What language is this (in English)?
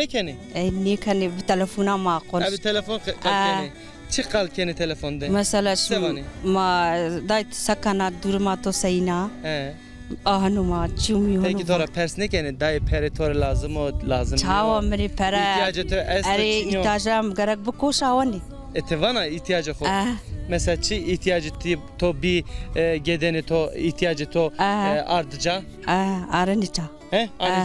Zaza